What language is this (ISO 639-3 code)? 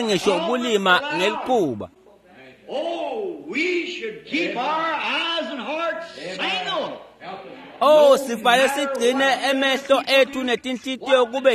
ssw